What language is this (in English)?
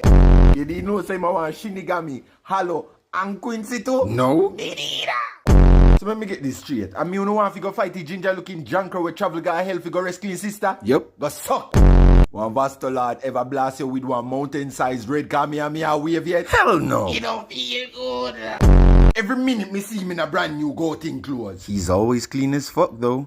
Jamaican Creole English